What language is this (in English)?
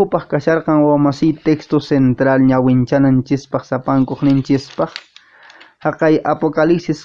Quechua